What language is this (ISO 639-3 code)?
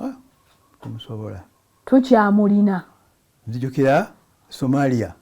lug